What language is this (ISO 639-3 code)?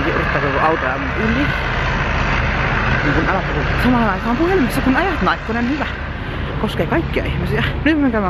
fin